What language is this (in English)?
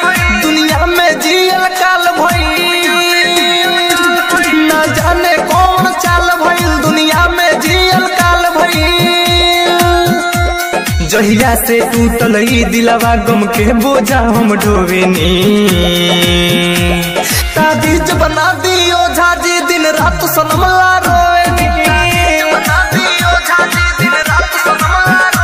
Bhojpuri